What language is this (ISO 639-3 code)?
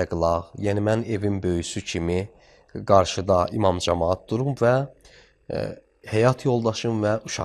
aze